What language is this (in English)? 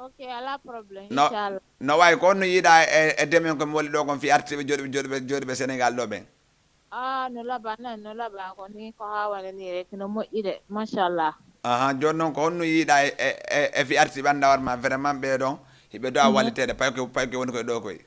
Fula